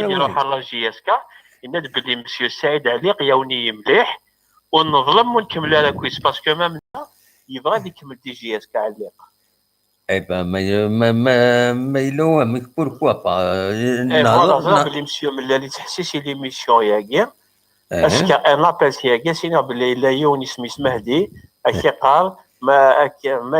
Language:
Kabyle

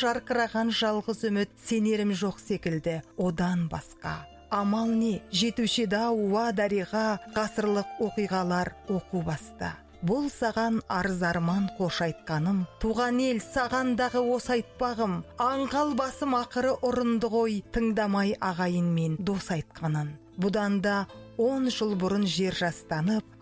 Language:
Kazakh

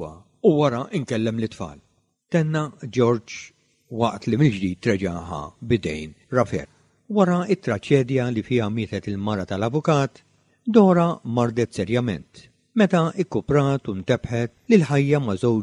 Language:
Maltese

